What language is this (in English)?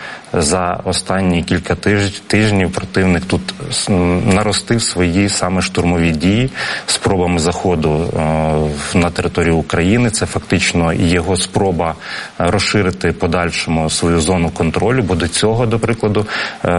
Ukrainian